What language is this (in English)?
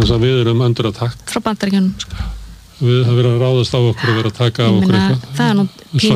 Icelandic